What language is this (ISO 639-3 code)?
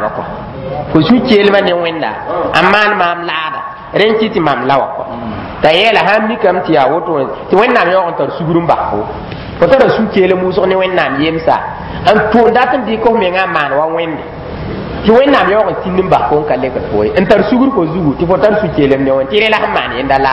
mos